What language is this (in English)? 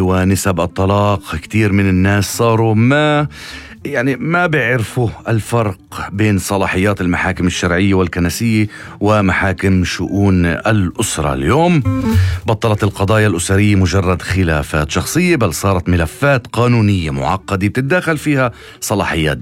North Levantine Arabic